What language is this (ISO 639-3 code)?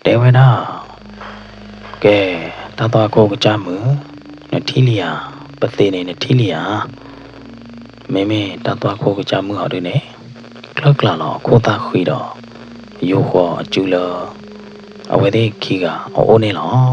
ksw